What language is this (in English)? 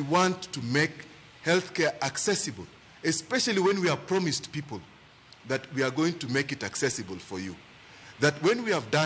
Luo (Kenya and Tanzania)